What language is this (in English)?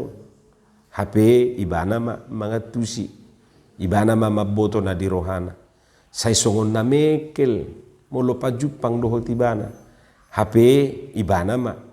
Batak Toba